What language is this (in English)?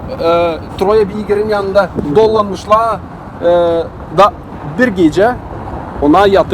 Gagauz